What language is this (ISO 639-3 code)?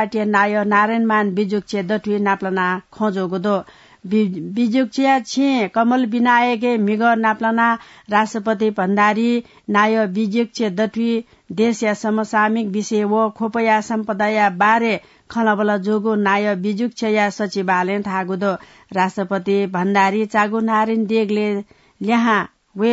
new